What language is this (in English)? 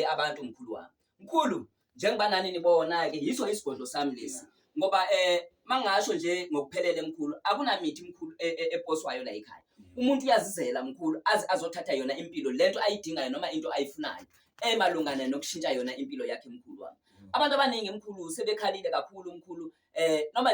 Zulu